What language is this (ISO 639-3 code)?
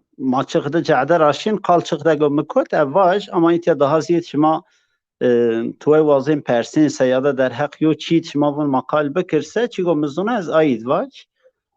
zza